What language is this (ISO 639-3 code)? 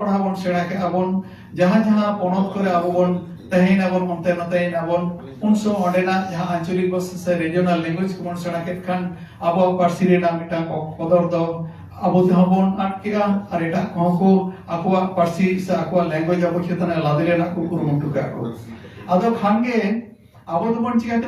sat